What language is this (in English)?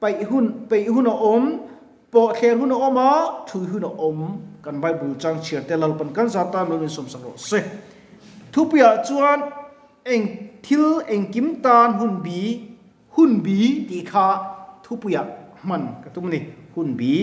Mizo